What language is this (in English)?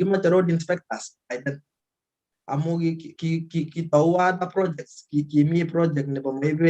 Kalenjin